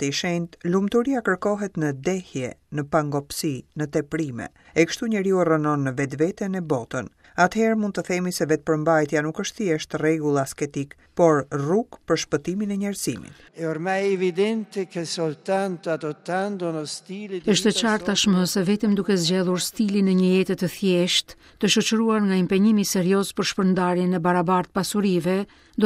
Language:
Albanian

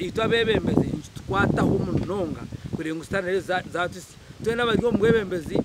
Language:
Nyankole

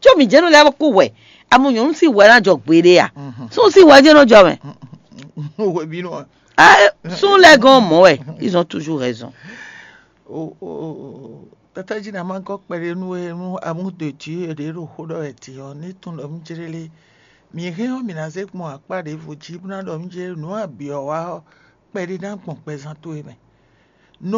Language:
Fon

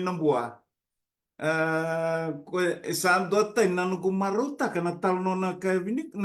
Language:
Fijian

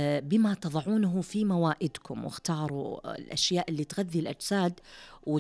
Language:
Najdi Arabic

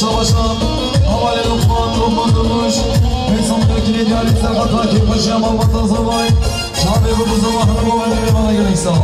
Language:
Kurdish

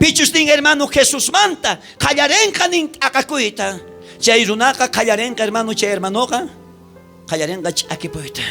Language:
South Bolivian Quechua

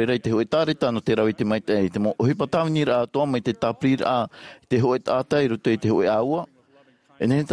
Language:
Tahitian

